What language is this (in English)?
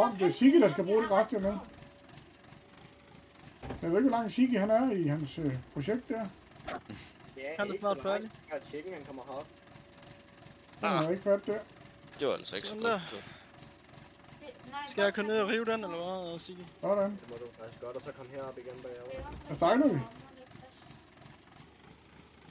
Danish